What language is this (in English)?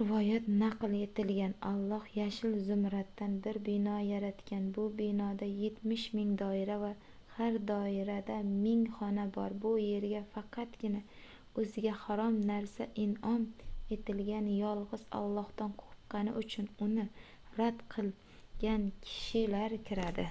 Uzbek